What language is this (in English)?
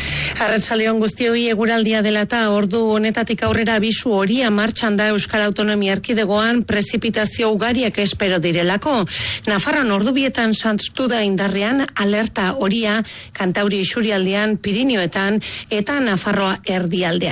Basque